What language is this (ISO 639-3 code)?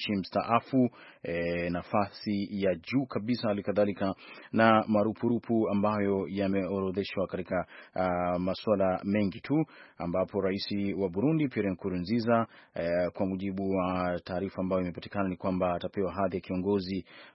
swa